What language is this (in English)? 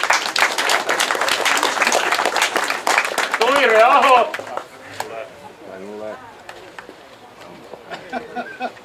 Finnish